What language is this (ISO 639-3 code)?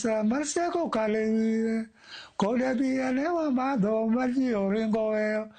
luo